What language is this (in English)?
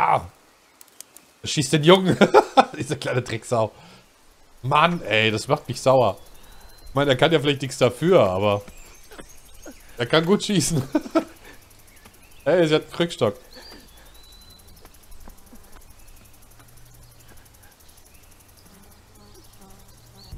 German